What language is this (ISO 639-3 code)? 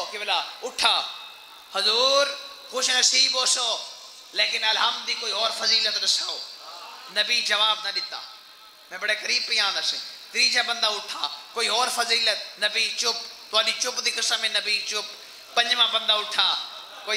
skr